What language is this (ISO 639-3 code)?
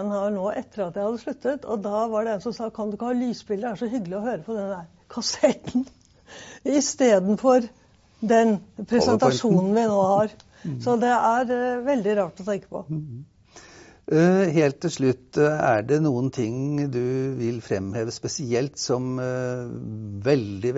nor